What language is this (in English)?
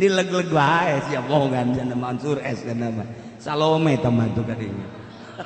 Sundanese